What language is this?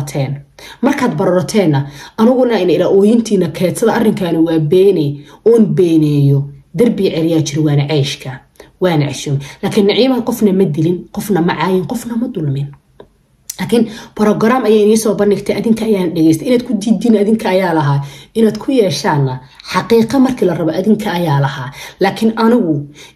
Somali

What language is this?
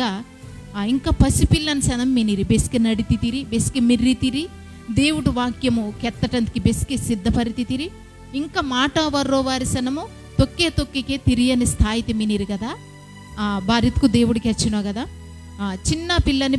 Koya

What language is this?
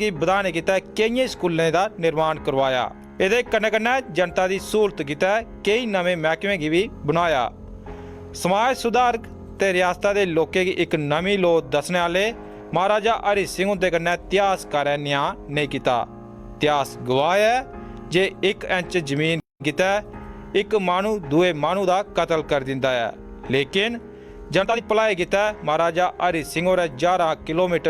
Dogri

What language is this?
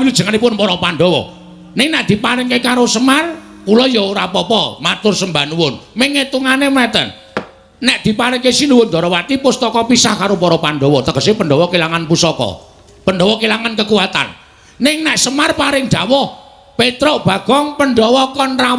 Javanese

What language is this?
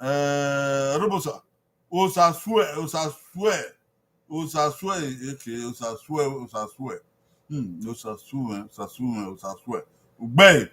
Bini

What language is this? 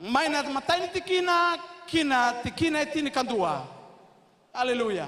Fijian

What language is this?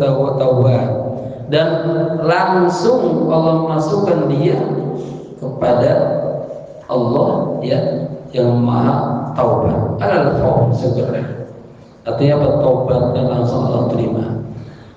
Indonesian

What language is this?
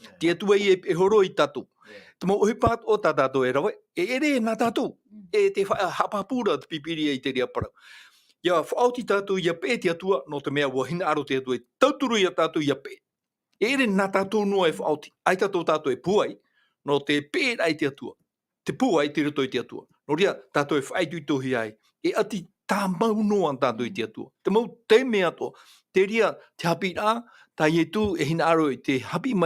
Tahitian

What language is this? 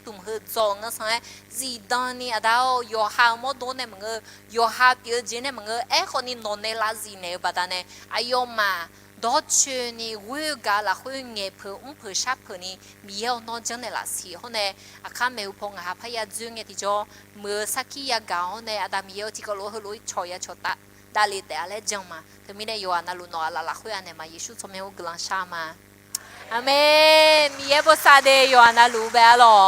Akha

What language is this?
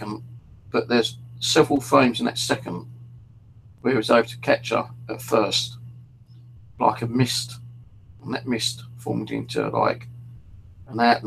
English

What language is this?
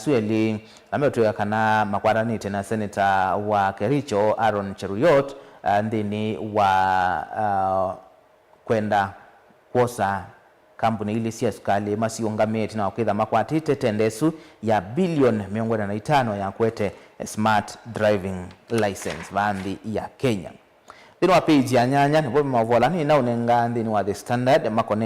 Kamba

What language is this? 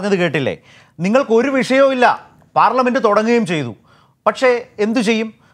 Malayalam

